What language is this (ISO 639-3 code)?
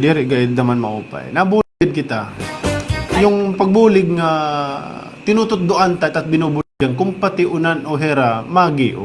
war